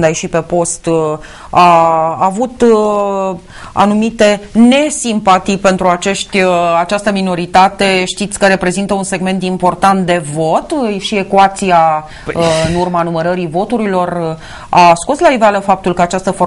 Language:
Romanian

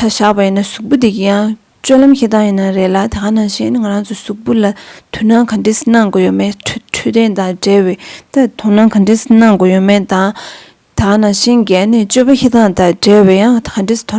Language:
Tibetan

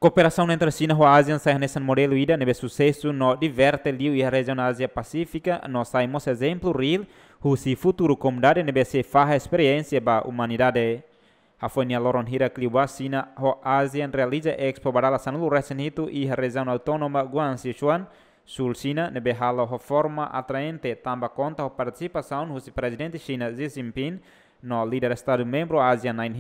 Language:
Tetum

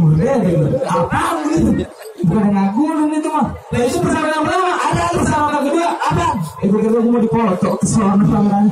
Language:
Betawi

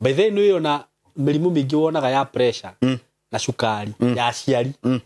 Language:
Kikuyu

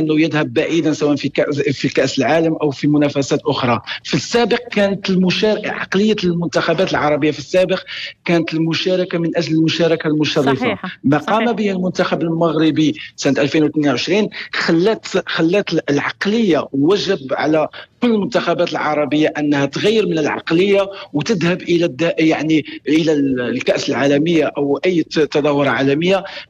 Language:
North Levantine Arabic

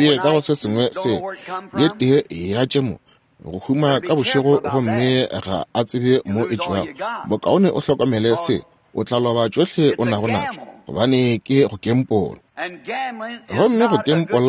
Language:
Northern Sotho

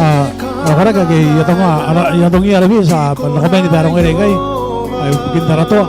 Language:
Gilbertese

